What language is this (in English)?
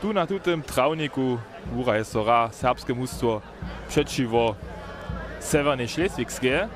Upper Sorbian